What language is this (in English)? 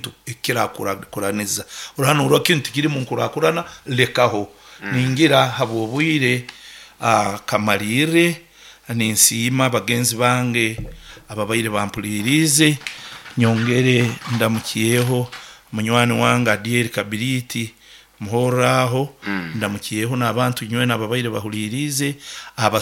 Nyoro